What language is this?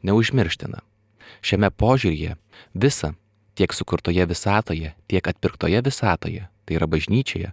Lithuanian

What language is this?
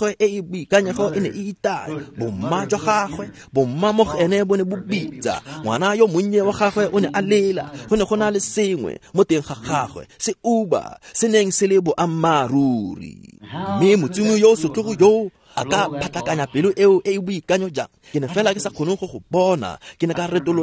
Tswana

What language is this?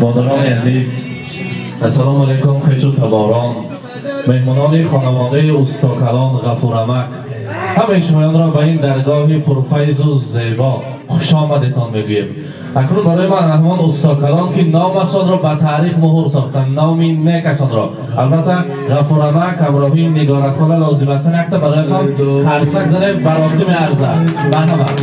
Tajik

